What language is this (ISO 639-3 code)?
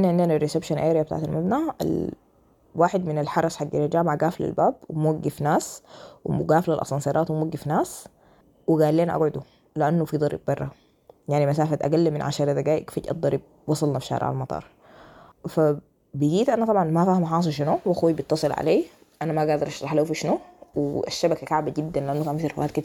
apd